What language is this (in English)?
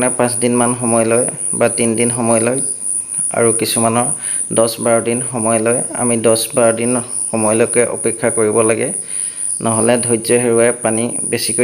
Assamese